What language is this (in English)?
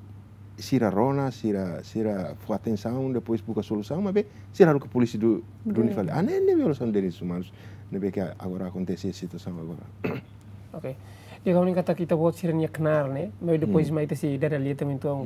Tetum